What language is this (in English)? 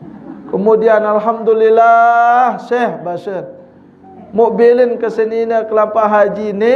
Sasak